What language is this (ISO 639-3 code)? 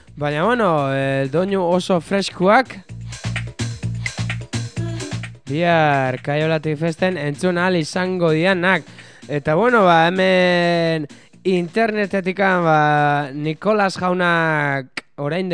eus